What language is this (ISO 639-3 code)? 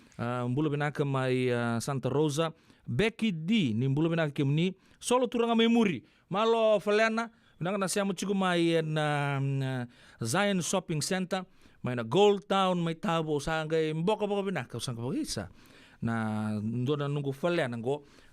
fij